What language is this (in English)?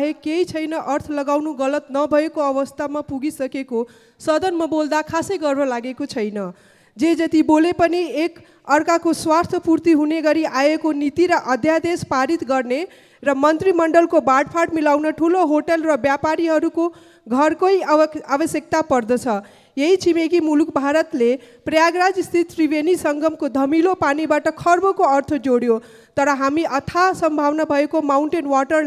Nepali